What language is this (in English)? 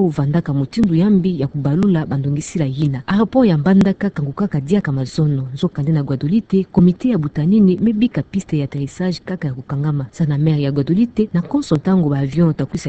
Kituba (Democratic Republic of Congo)